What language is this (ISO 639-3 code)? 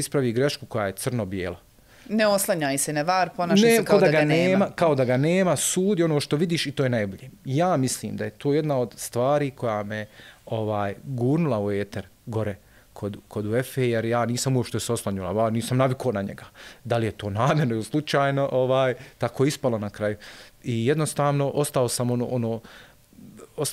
bos